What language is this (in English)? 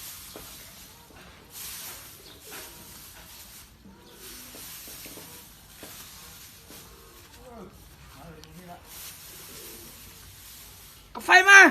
Lao